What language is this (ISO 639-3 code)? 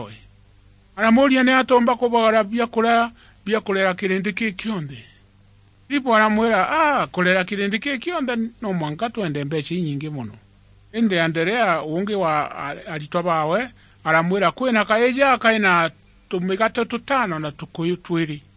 mer